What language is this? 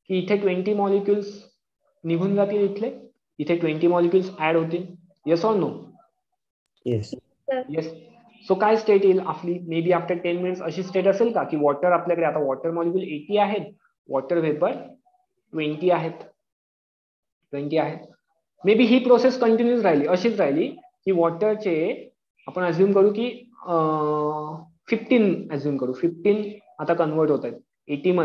Marathi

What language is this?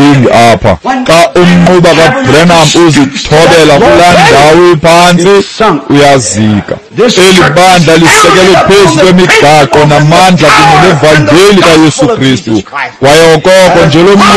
Xhosa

